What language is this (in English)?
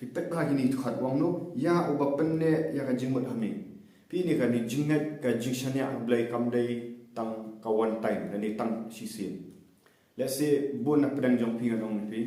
Khasi